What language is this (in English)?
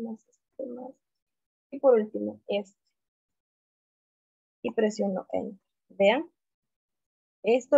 Spanish